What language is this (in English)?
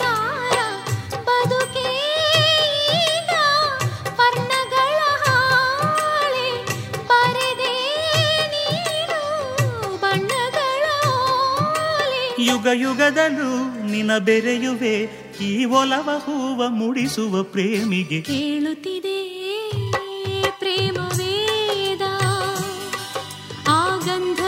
Kannada